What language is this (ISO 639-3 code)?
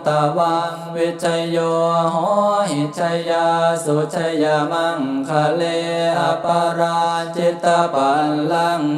pli